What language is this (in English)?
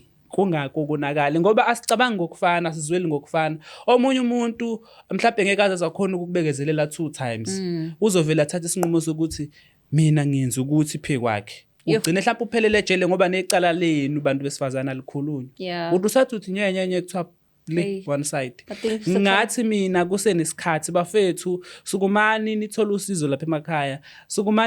Zulu